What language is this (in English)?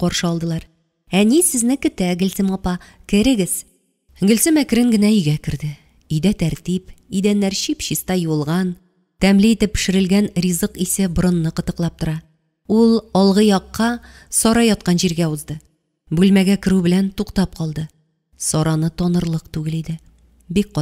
Tatar